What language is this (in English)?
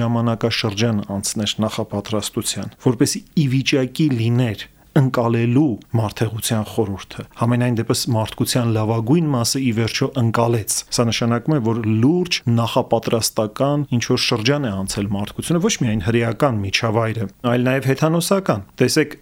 Armenian